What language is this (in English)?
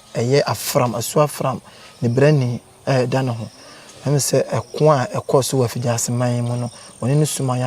Akan